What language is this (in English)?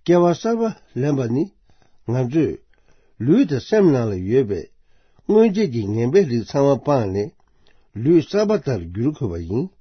Tibetan